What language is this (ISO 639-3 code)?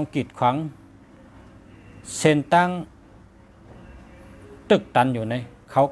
shn